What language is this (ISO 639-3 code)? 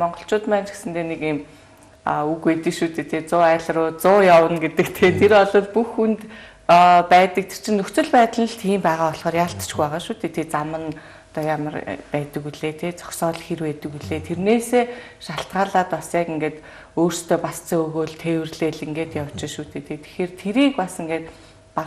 mon